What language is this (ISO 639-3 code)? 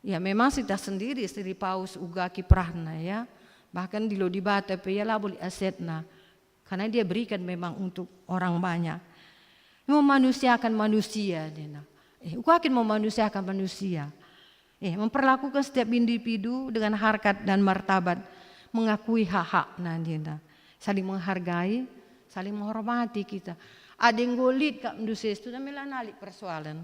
btx